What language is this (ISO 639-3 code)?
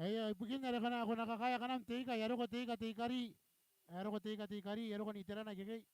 gil